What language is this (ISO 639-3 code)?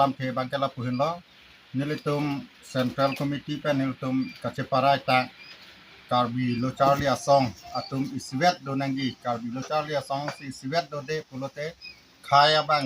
mjw